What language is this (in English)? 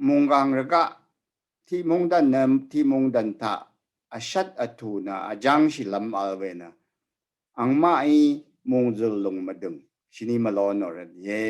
Rawang